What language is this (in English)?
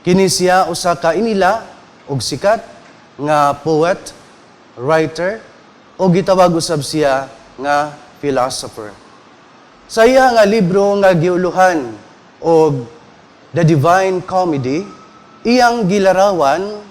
Cebuano